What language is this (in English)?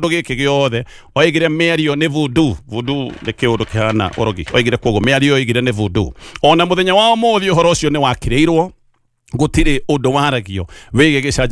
Kikuyu